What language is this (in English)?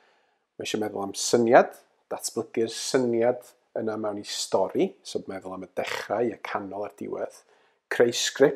Welsh